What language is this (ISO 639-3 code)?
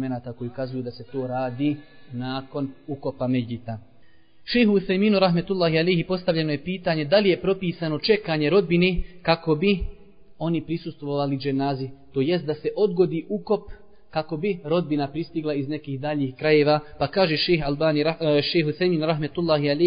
bos